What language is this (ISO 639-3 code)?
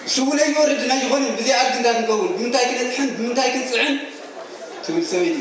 tir